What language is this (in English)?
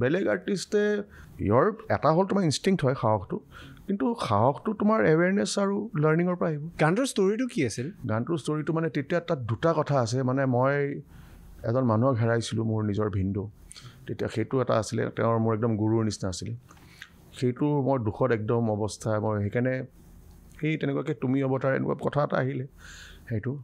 Assamese